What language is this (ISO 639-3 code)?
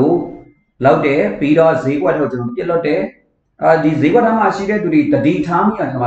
mya